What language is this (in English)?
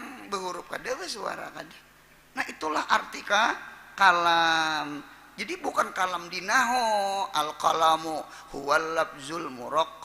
Banjar